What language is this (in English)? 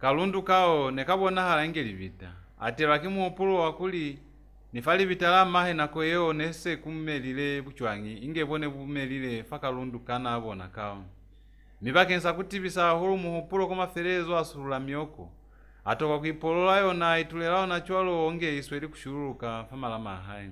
Lozi